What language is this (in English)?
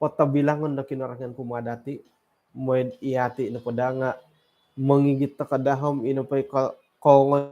Central Dusun